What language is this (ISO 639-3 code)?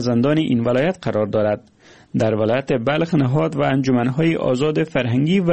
fas